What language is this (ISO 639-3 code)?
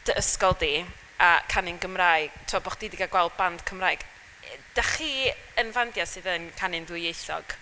cym